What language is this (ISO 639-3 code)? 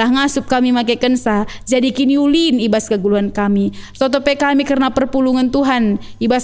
btx